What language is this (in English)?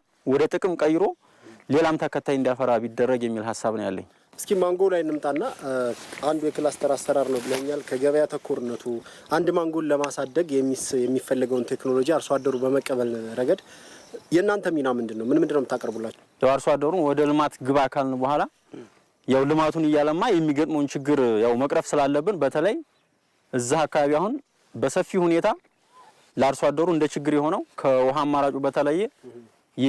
Amharic